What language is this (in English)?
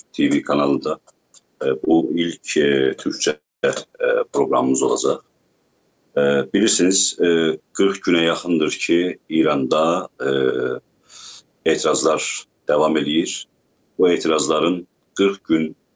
South Azerbaijani